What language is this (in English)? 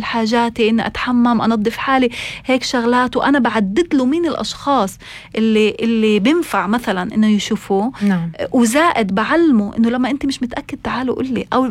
North Levantine Arabic